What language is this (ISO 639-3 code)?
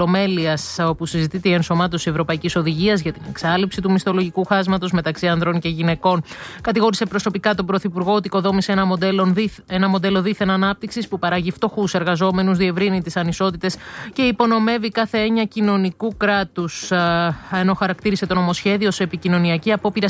ell